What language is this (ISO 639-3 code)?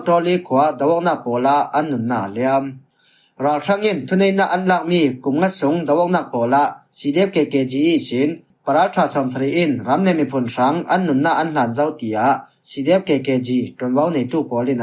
cfm